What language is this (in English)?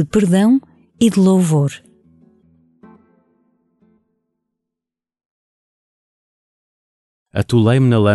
Portuguese